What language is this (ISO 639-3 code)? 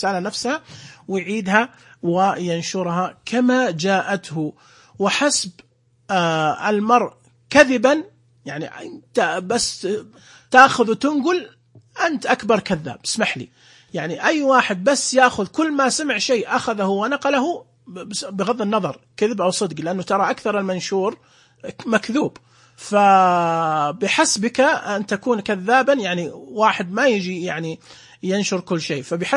ars